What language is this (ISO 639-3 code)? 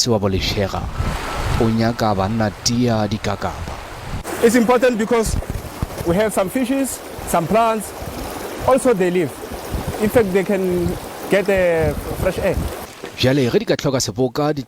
nso